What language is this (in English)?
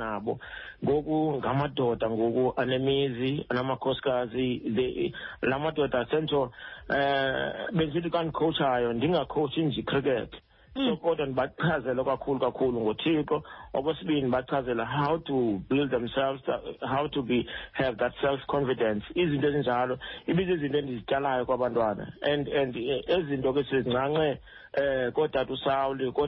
Xhosa